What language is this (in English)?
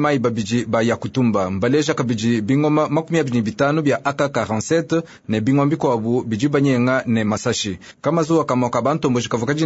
Luba-Lulua